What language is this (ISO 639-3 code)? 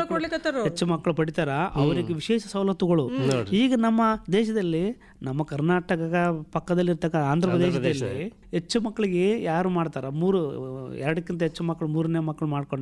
kan